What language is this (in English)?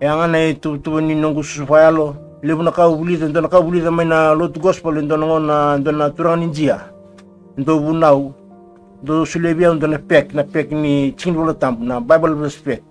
Fijian